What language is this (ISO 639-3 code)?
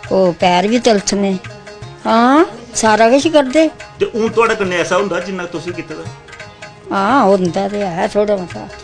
doi